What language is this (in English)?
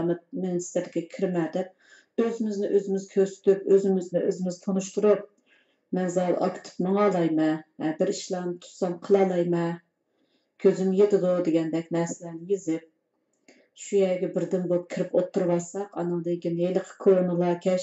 Uyghur